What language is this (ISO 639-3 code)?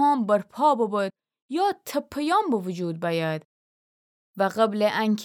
glk